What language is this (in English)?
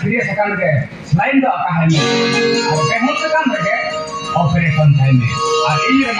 Santali